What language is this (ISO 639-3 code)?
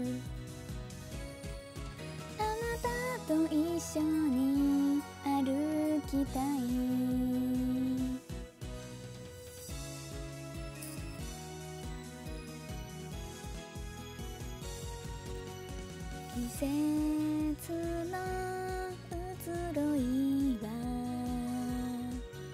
jpn